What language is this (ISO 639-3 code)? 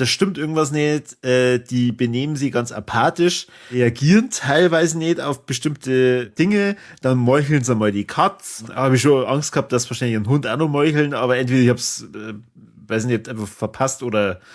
bar